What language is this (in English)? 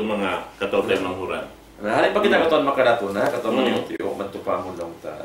Tausug